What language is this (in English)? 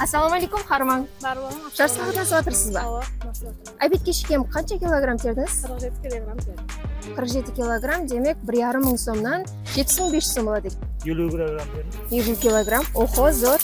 Kara-Kalpak